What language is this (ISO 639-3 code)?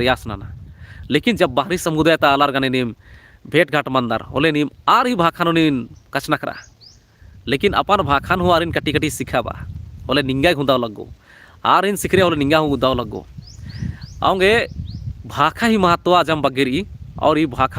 kru